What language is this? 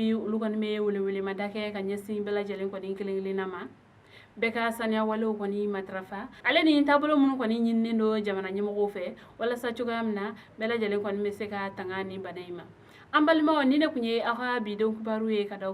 Bambara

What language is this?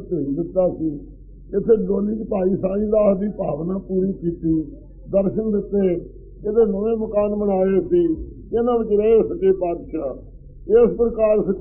Punjabi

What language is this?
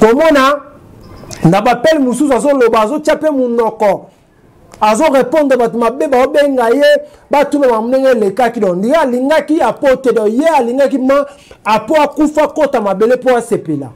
Lingala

